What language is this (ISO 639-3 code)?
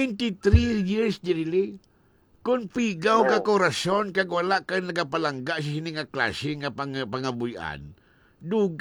hil